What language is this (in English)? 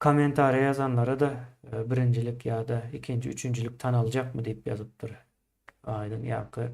Turkmen